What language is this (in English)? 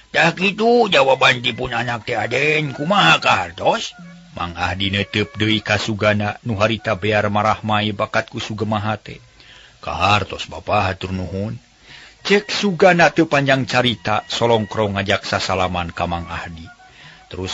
Sundanese